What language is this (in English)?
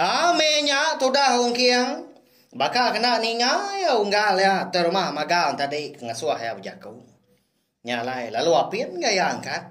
Iban